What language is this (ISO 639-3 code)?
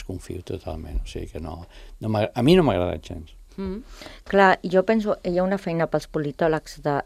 cat